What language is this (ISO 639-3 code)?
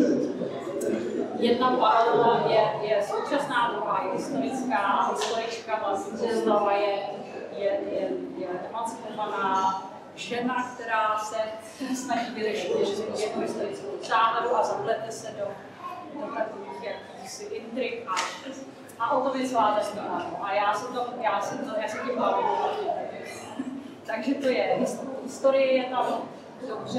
ces